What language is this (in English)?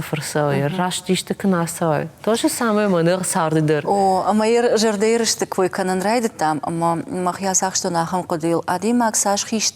Ossetic